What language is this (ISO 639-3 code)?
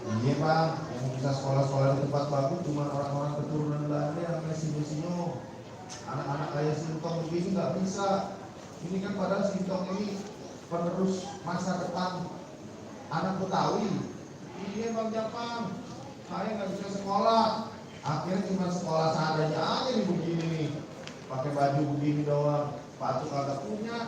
bew